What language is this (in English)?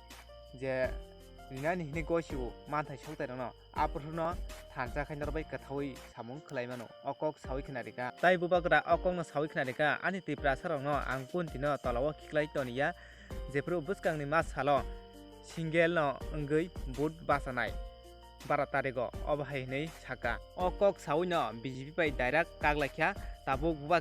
Kok Borok